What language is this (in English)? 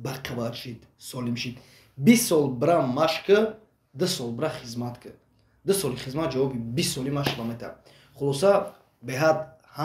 Tajik